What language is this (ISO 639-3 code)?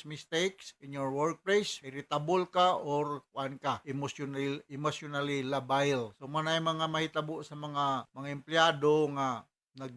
ceb